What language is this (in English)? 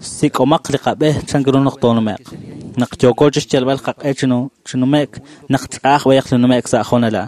Kekchí